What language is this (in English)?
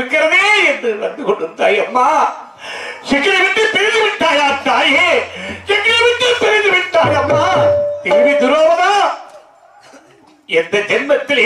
Tamil